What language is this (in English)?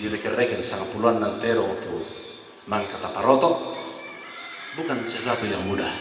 Toraja-Sa'dan